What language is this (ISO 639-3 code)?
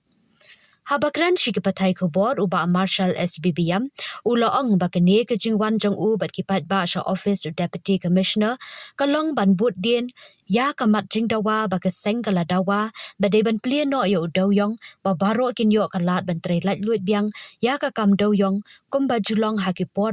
kha